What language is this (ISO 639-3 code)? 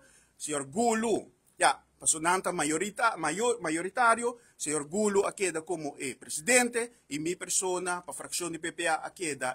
pap